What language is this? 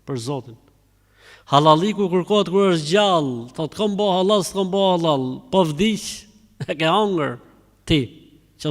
Albanian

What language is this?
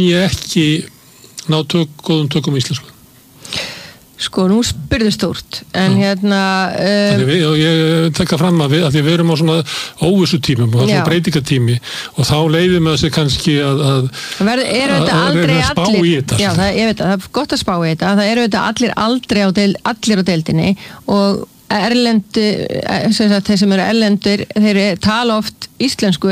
Icelandic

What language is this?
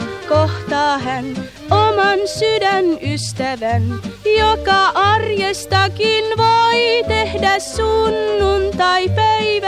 Finnish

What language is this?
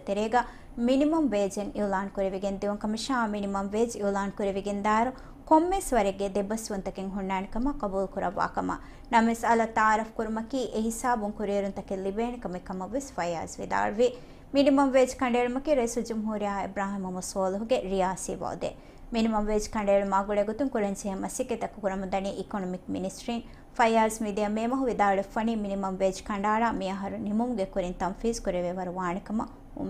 Divehi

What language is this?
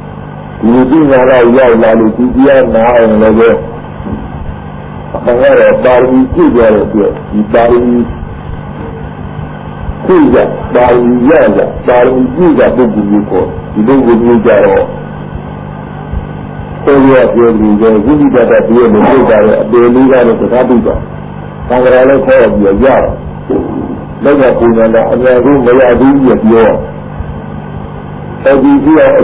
Burmese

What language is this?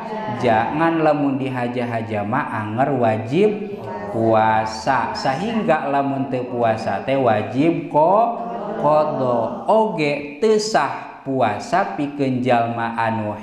Sundanese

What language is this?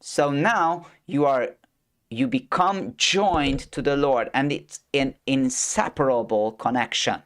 English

